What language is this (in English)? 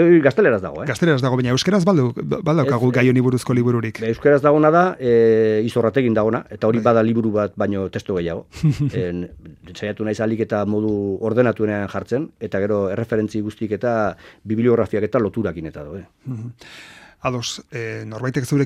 Basque